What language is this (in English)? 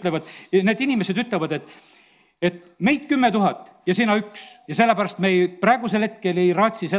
Estonian